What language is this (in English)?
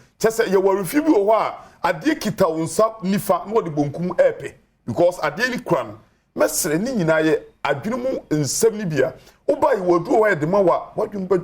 Akan